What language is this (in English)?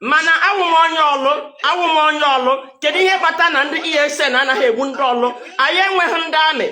Igbo